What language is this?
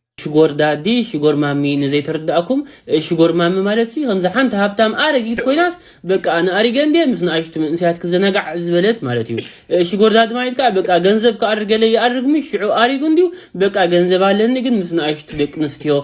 Tigrinya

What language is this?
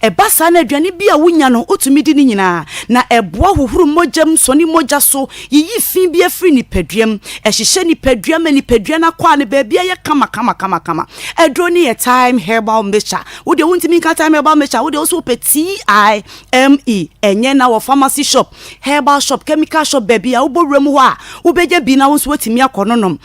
Akan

